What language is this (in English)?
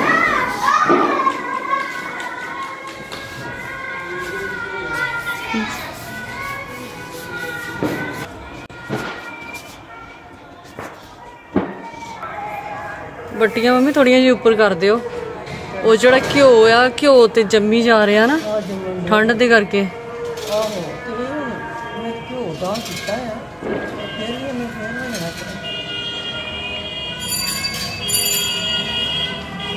Punjabi